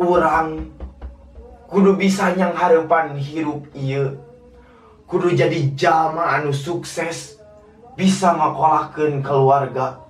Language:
Sundanese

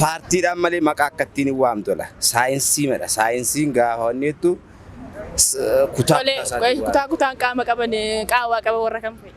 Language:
Oromo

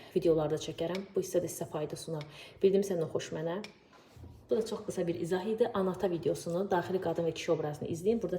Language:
Azerbaijani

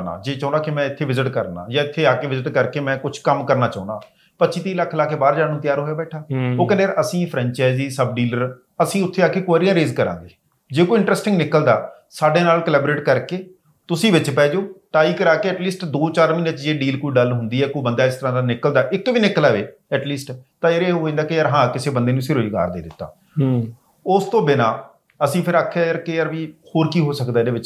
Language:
Punjabi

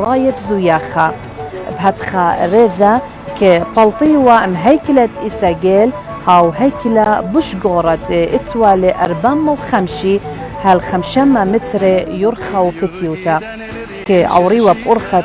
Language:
Assyrian Neo-Aramaic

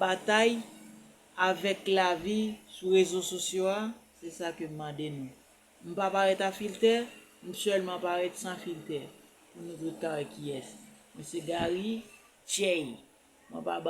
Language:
Haitian Creole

